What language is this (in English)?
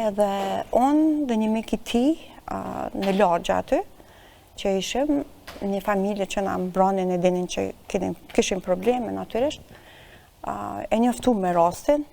Albanian